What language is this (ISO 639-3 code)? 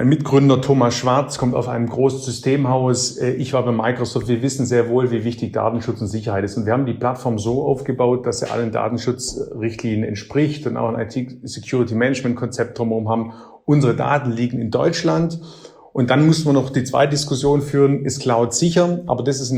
deu